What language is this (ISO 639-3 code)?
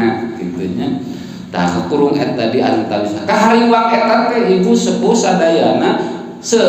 sun